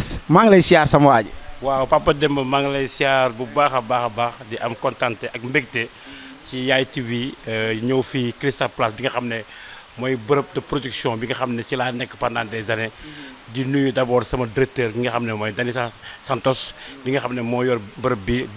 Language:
Wolof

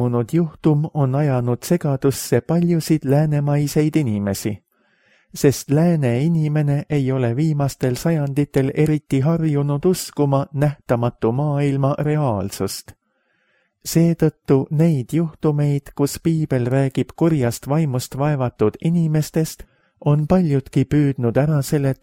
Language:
Estonian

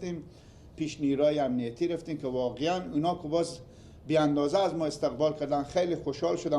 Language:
Persian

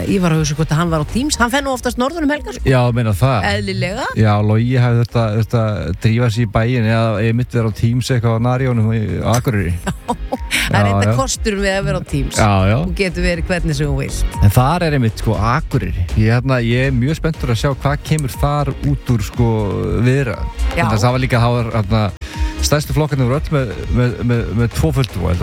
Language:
Icelandic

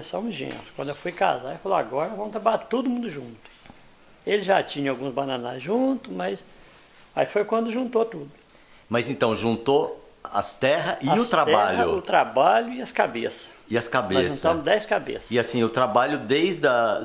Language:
Portuguese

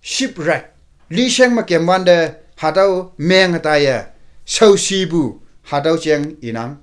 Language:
Konyak Naga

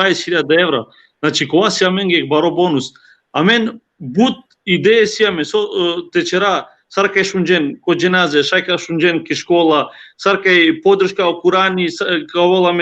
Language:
Balkan Romani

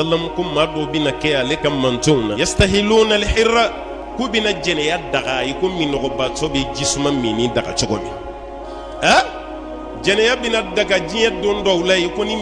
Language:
Bambara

